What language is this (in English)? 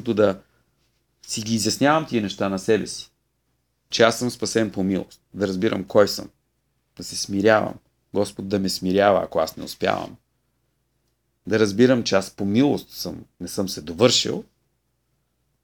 Bulgarian